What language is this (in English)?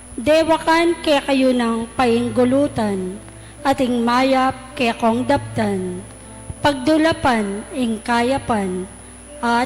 Pampanga